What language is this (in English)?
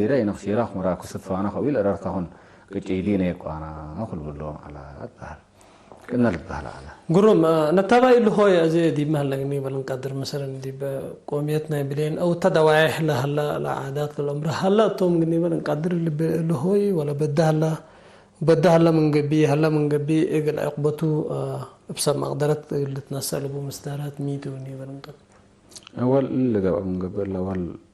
Tigre